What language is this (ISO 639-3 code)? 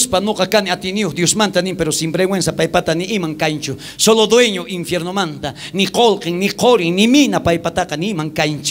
quh